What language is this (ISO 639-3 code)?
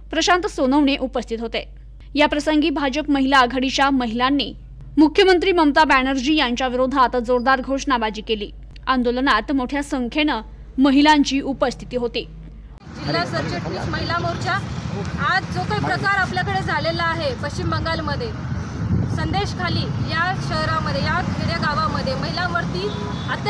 mar